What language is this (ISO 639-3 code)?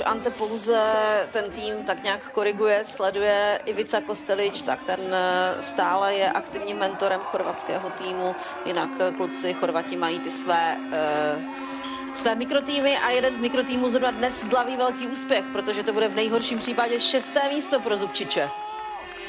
ces